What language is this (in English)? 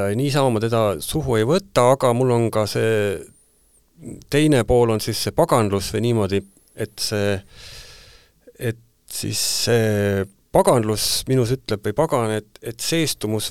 Estonian